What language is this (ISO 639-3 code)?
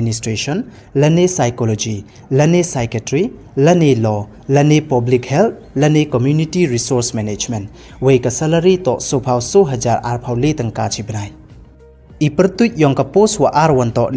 pbv